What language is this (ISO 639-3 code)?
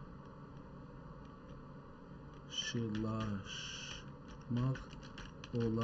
azb